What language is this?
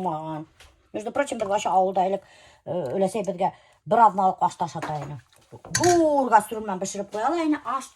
Bashkir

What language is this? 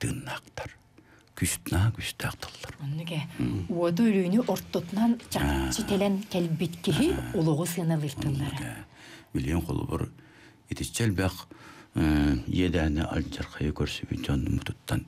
Yakut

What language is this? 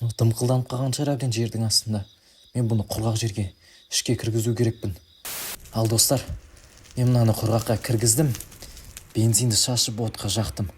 Kazakh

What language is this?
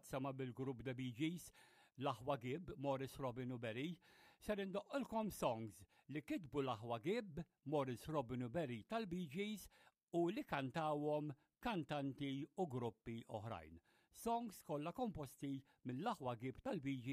Maltese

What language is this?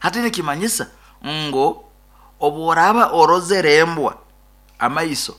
Nyoro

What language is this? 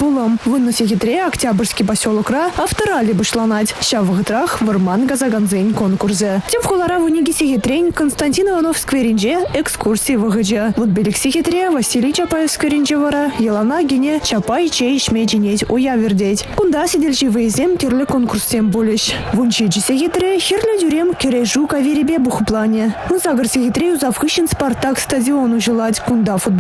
Chuvash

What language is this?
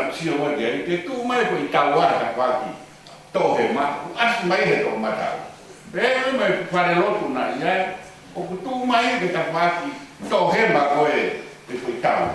Tongan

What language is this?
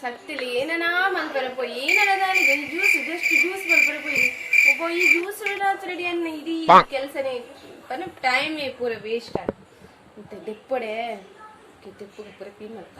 Tulu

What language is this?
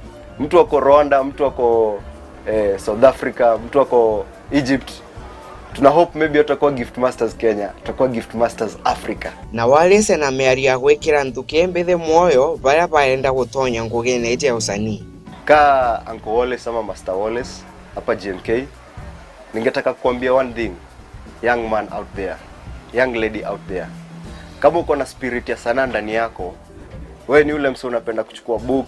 Meru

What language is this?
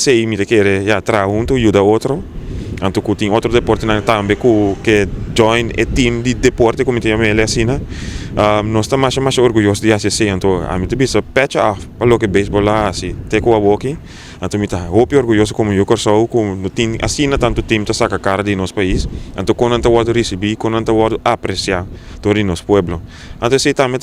Papiamento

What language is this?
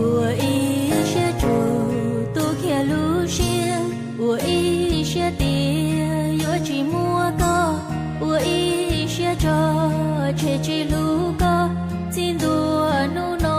Hmong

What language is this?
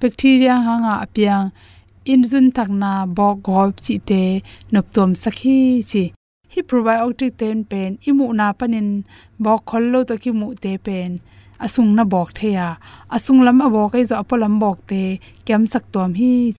Tedim Chin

